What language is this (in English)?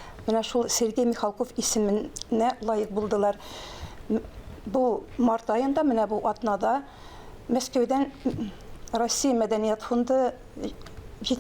Tatar